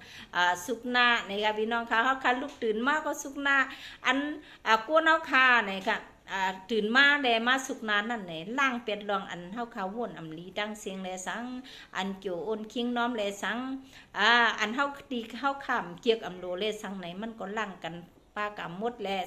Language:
Shan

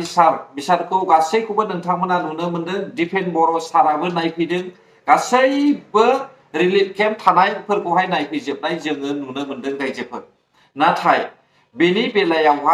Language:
Bodo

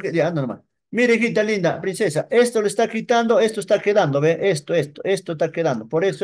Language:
Spanish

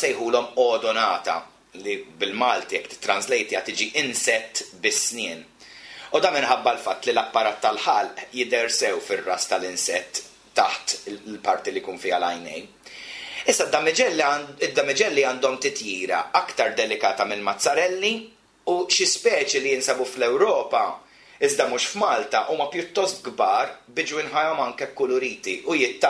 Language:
Maltese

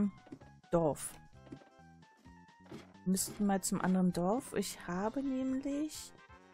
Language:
German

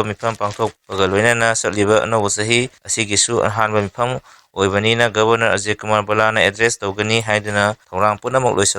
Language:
Manipuri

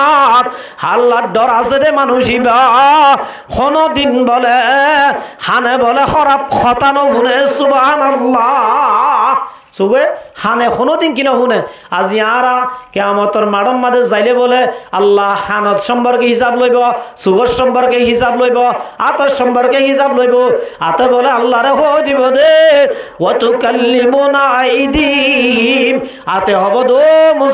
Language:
Rohingya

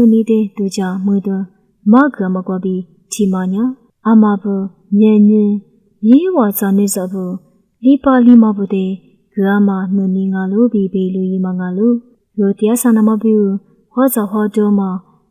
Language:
Lisu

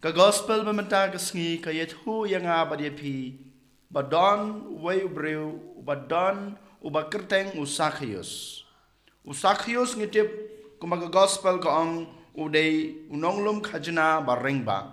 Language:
Khasi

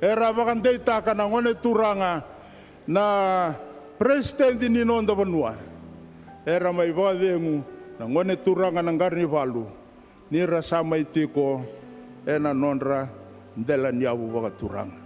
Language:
Fijian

